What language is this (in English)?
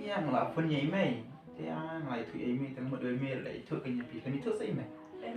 Khasi